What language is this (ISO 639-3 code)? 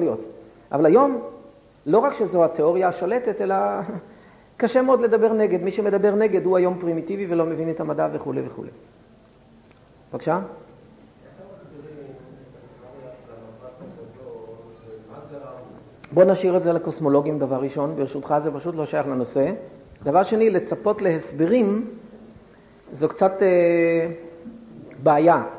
heb